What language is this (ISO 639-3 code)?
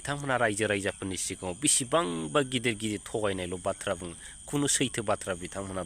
brx